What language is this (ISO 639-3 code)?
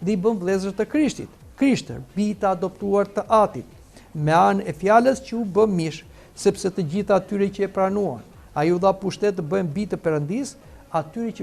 sqi